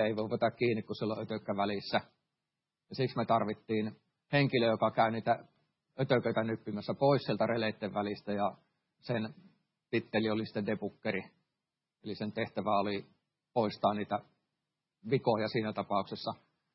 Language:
Finnish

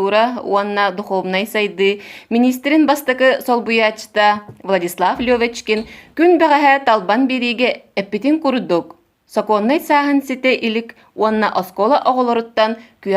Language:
Yakut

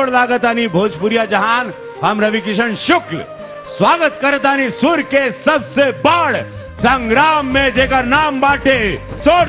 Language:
Bhojpuri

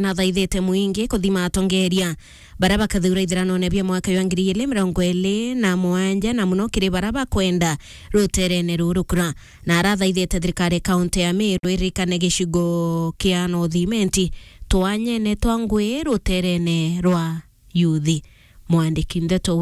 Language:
Meru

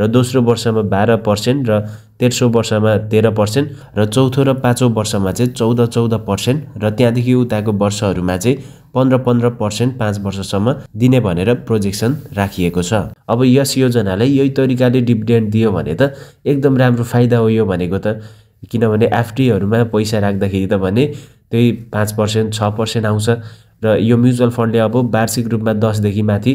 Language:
Nepali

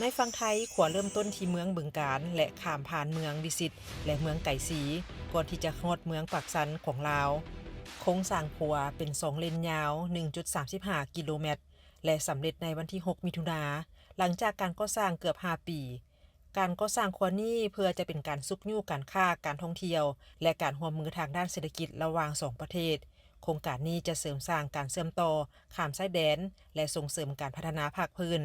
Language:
Lao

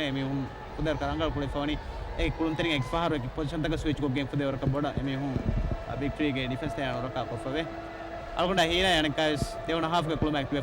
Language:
Divehi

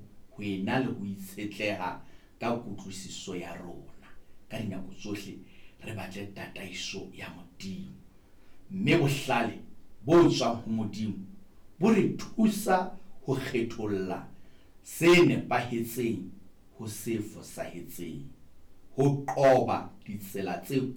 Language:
Southern Sotho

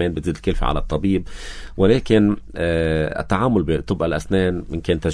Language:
North Levantine Arabic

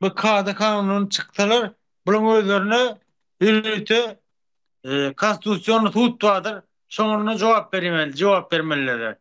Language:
Turkmen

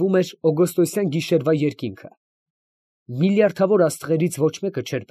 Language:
Armenian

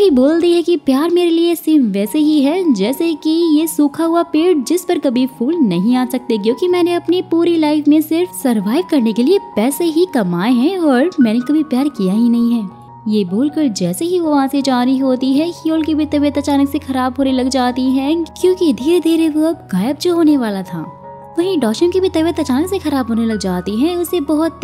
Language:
Hindi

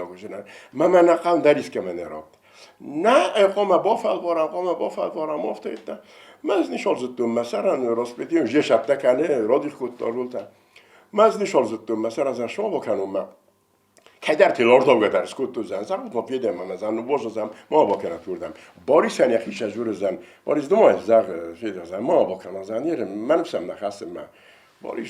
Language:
Ossetic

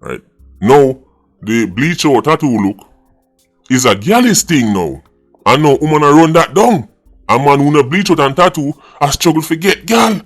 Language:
Jamaican Creole English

